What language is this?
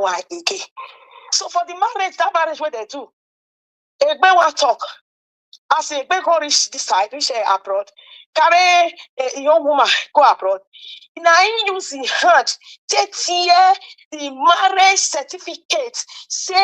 Nigerian Pidgin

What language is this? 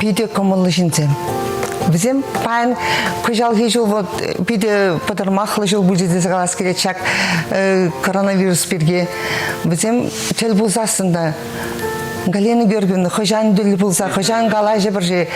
Chuvash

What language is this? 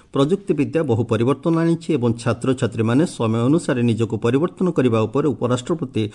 Odia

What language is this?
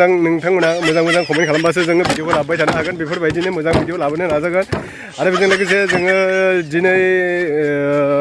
Bodo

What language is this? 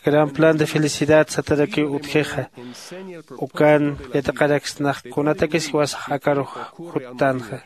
Aymara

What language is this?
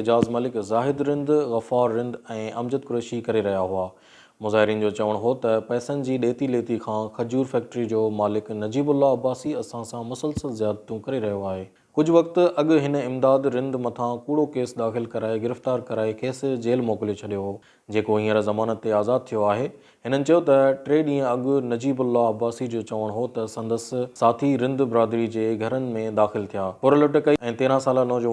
Sindhi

